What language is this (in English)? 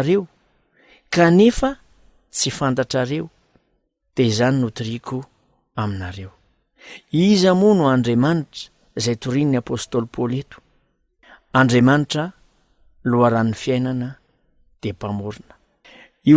Malagasy